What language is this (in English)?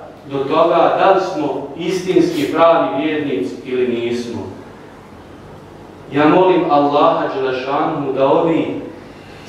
Bosnian